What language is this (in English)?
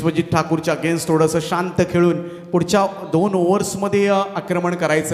Marathi